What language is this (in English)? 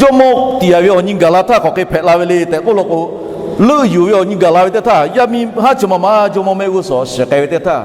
Lahu